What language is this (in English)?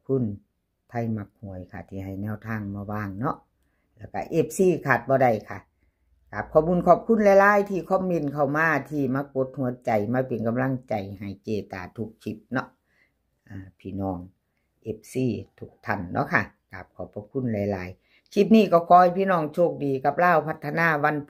Northeastern Thai